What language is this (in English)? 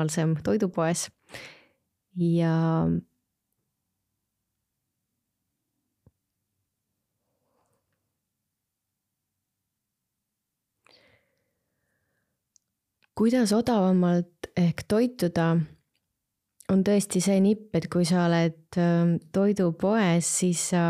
Estonian